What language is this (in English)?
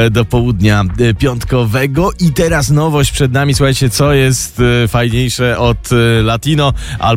Polish